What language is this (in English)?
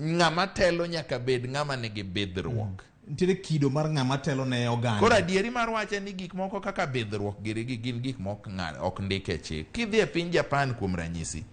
Luo (Kenya and Tanzania)